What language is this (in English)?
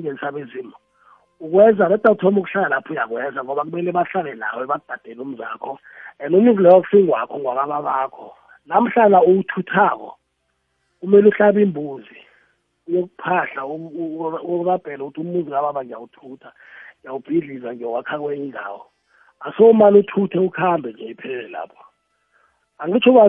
South Ndebele